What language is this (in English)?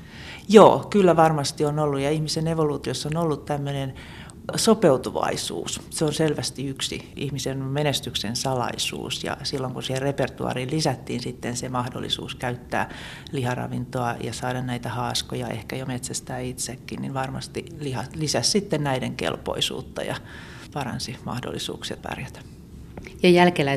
Finnish